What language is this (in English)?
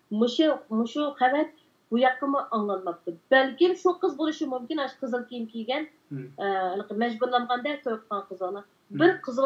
Uyghur